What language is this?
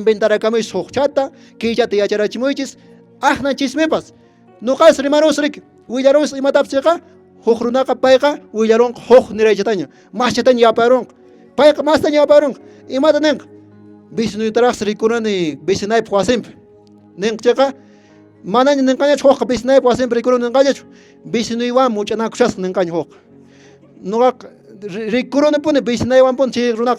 Quechua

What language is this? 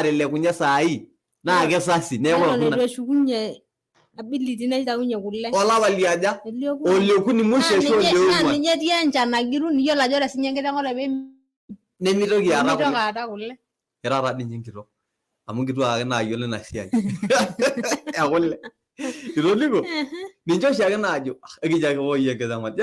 Masai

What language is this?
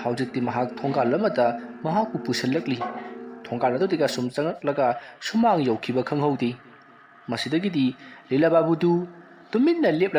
Manipuri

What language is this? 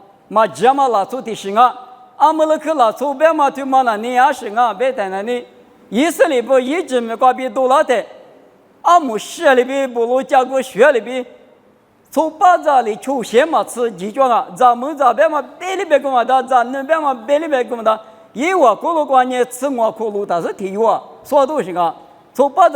Lisu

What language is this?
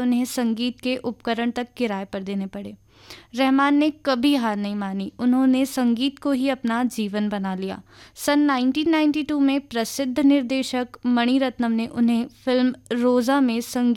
Hindi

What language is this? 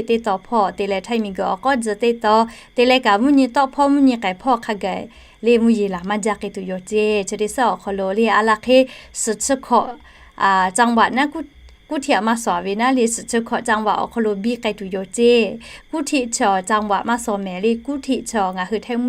Lahu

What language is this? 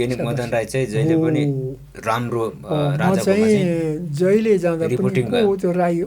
Nepali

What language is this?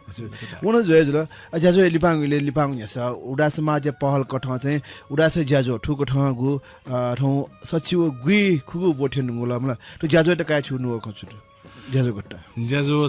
Newari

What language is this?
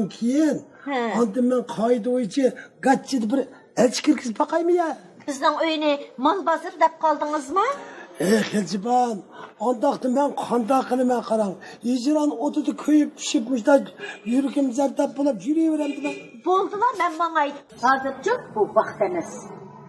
Uyghur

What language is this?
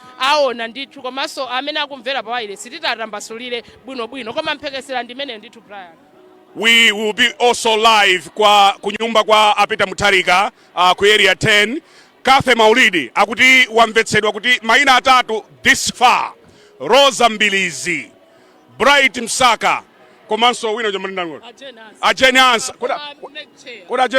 Nyanja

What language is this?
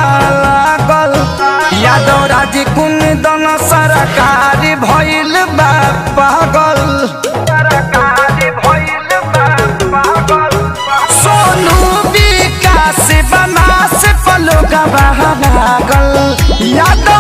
Bhojpuri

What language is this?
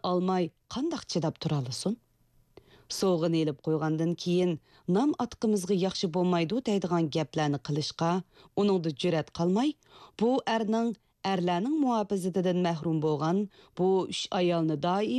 Uyghur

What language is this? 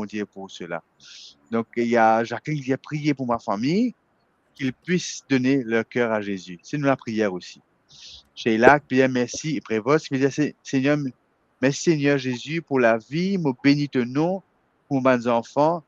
Morisyen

